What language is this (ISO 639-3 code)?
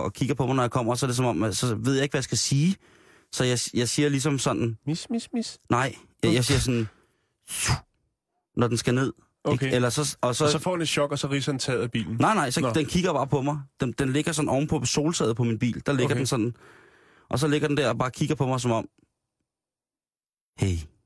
dan